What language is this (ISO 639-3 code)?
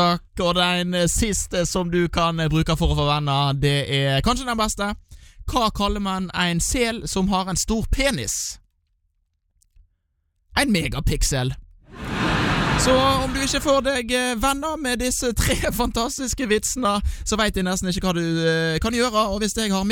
nor